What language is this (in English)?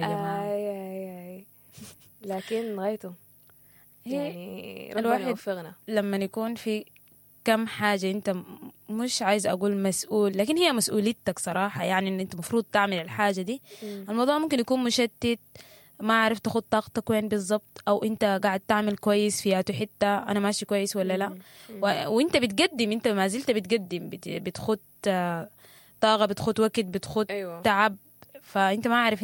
Sudanese Arabic